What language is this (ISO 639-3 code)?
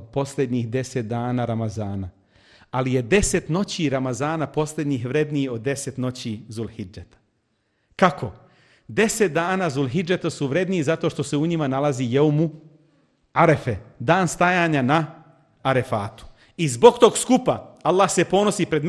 bos